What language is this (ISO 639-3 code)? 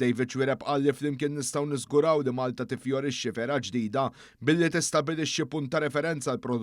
mlt